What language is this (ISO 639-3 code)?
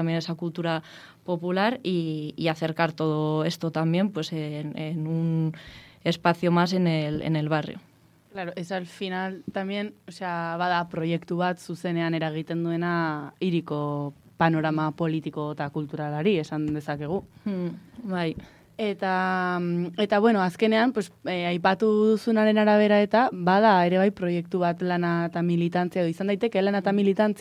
eus